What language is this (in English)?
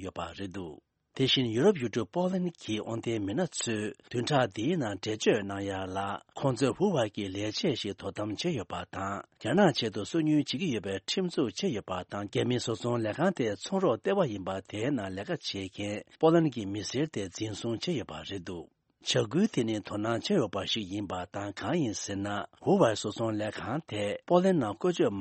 Tibetan